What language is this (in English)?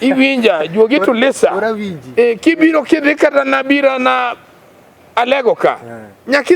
Luo (Kenya and Tanzania)